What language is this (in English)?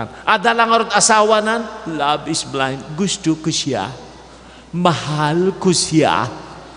Iloko